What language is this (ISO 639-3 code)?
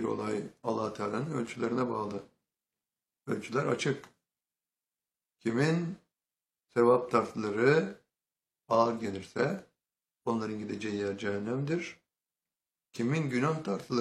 tur